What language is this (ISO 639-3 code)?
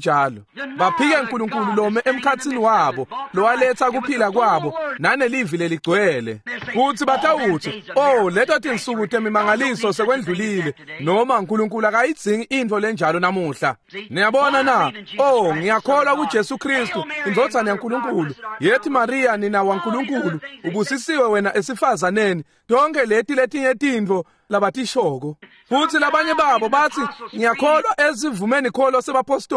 ssw